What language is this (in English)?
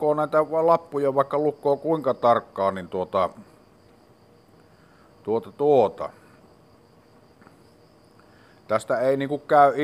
Finnish